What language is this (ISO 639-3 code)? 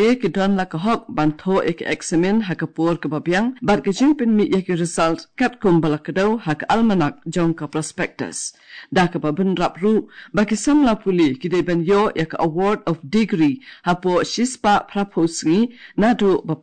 kha